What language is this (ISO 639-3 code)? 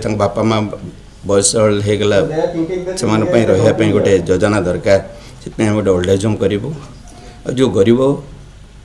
ori